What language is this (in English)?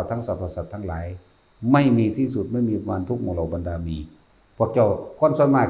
Northeastern Thai